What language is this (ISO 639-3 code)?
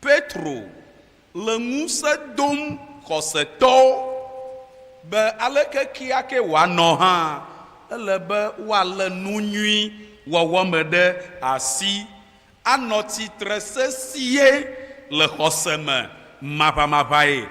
ewe